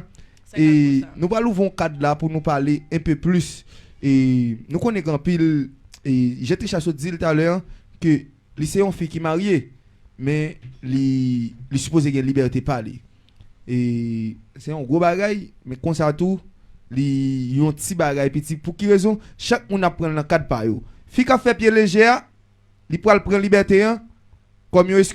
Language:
Haitian Creole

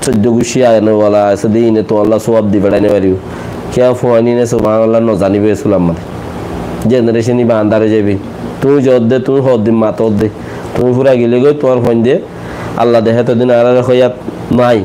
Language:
Rohingya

